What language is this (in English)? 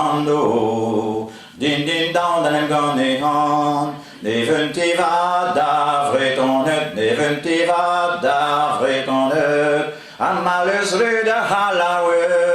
Breton